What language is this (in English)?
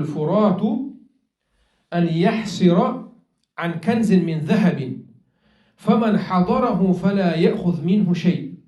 Chechen